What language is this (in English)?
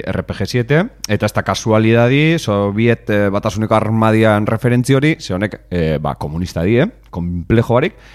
Basque